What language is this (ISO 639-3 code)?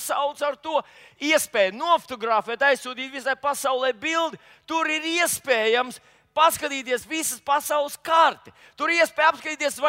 lav